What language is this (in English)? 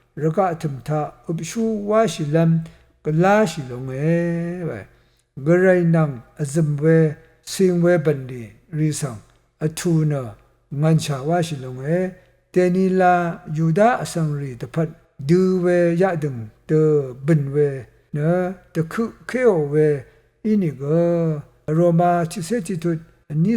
Rawang